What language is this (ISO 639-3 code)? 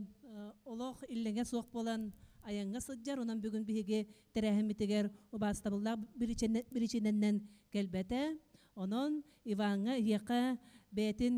sah